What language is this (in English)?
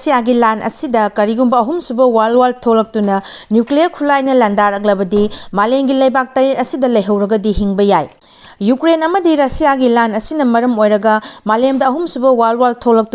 Manipuri